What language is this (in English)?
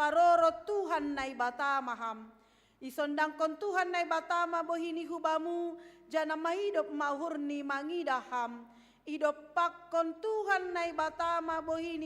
Batak Simalungun